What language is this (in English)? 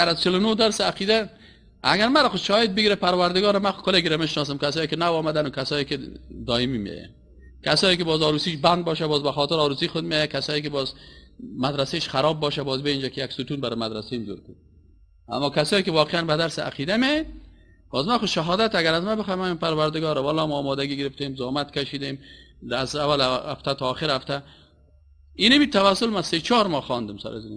Persian